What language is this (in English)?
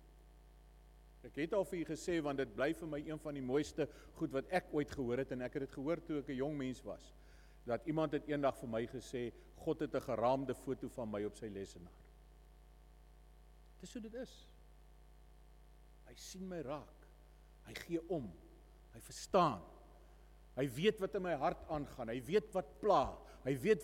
Afrikaans